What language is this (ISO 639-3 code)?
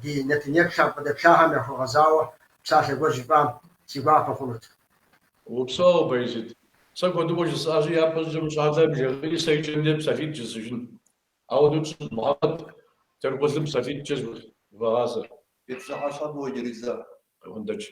kbd